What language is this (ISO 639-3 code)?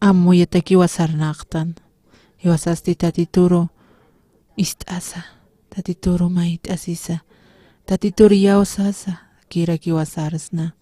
aym